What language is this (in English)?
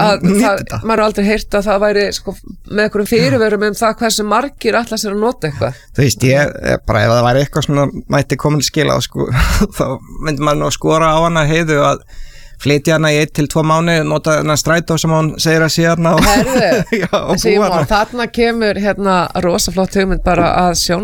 Icelandic